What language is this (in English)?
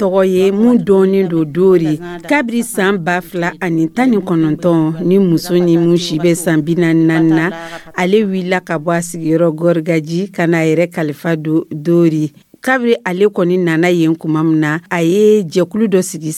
Dyula